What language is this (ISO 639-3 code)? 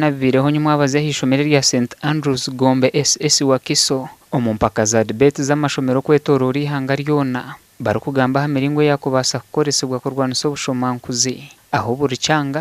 nyn